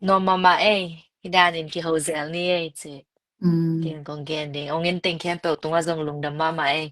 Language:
Tedim Chin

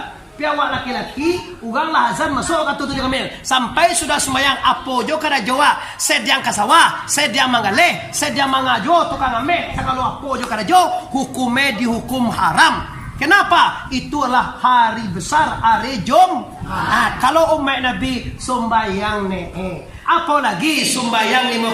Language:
Minangkabau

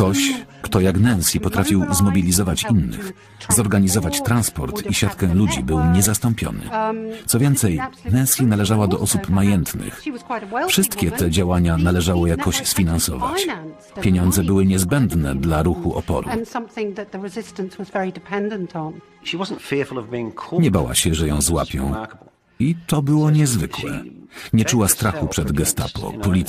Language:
Polish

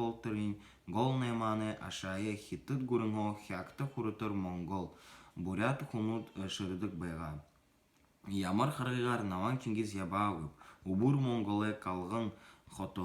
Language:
Buriat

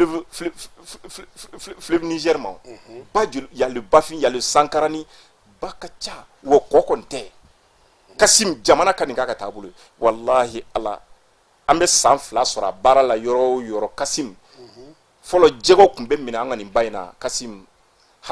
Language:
Bambara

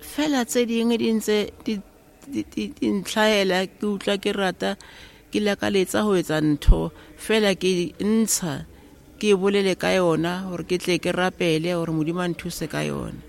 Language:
Southern Sotho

